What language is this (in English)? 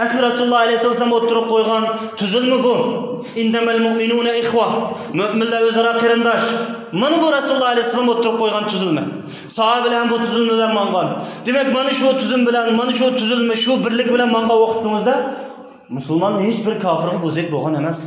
Uyghur